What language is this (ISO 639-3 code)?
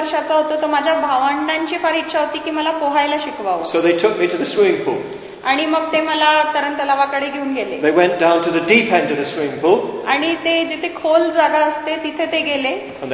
mar